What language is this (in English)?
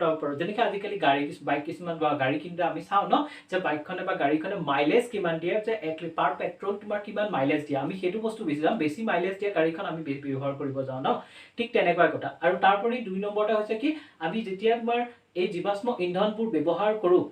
Assamese